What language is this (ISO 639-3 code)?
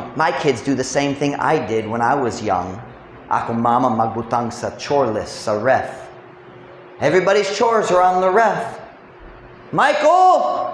ceb